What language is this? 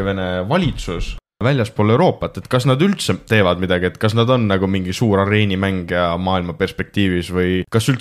Estonian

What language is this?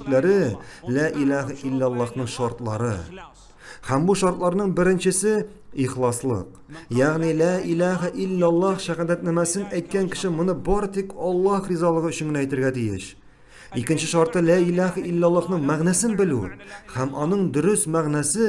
Tatar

